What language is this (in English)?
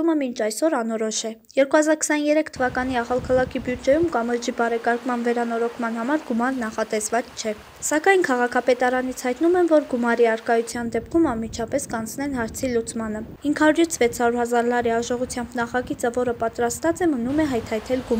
Armenian